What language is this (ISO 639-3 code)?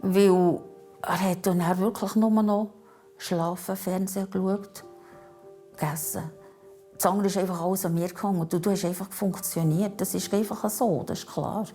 gsw